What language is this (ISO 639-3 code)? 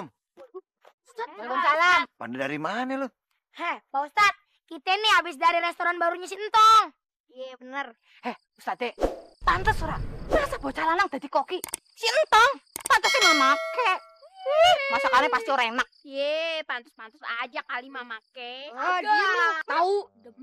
bew